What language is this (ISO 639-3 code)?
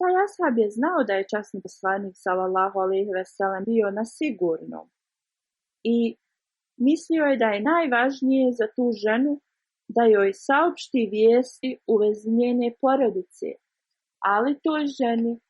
bos